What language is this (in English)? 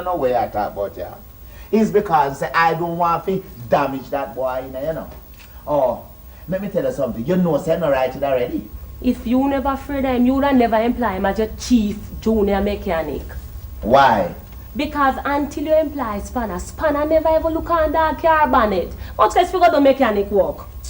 Jamaican Creole English